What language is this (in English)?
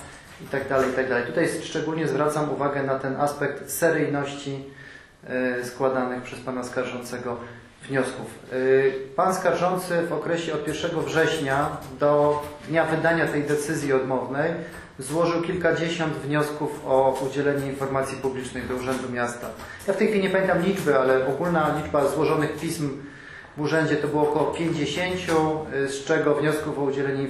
Polish